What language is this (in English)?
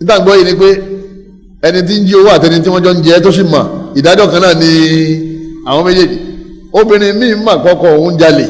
Yoruba